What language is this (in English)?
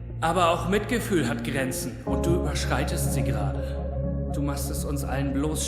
Swiss German